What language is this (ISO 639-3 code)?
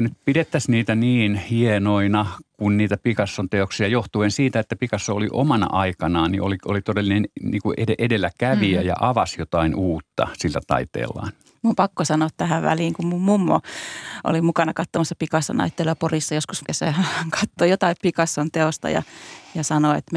fin